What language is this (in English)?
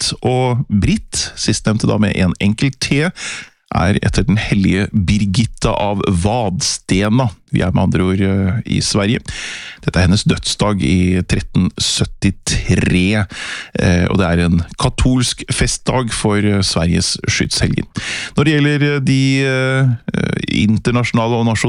Norwegian